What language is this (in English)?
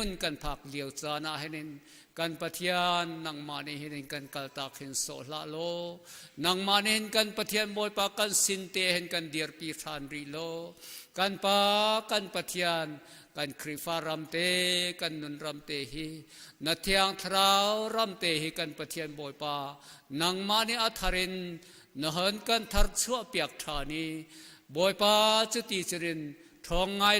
Hakha Chin